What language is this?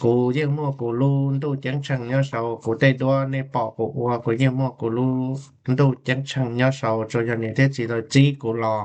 Hmong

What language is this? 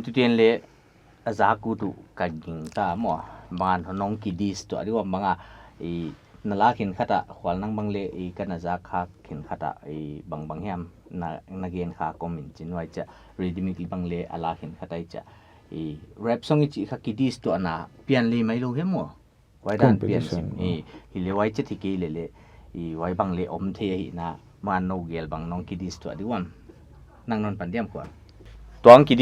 Paite Chin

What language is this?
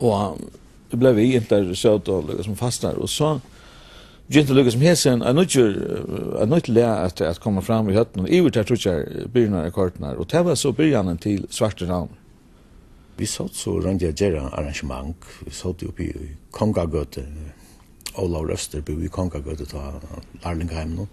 Faroese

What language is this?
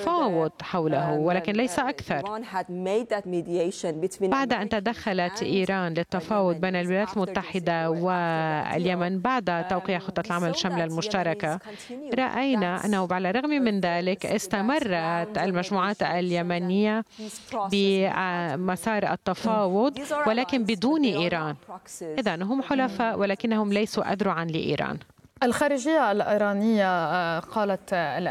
Arabic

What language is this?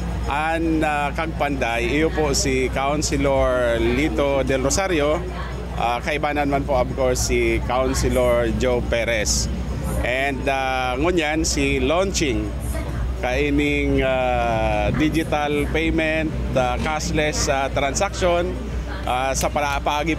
Bikol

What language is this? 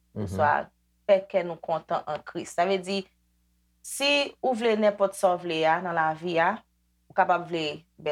Haitian Creole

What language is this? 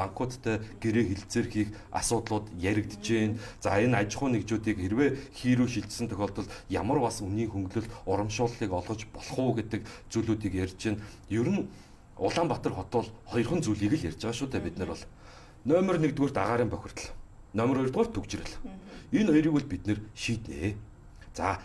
Mongolian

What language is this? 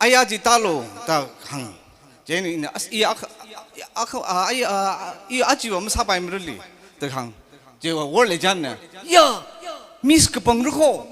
Tangkhul Naga (India)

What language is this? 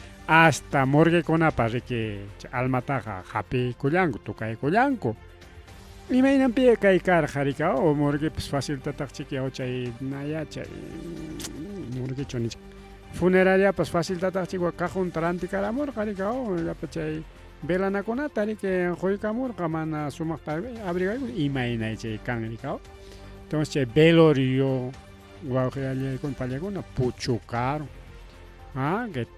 Ayacucho Quechua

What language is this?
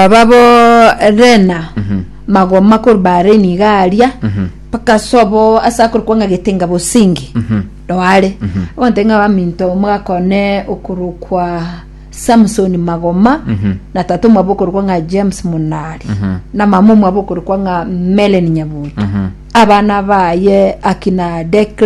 Gusii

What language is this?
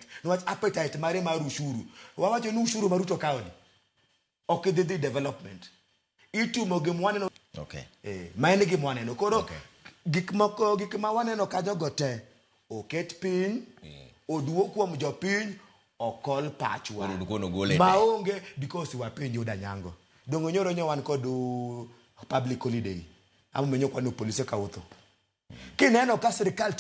Luo (Kenya and Tanzania)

